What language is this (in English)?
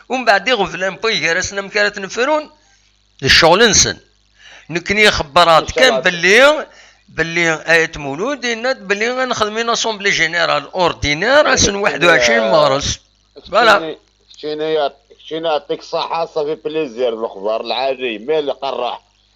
Kabyle